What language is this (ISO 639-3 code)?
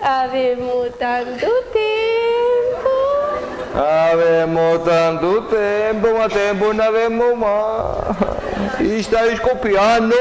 scn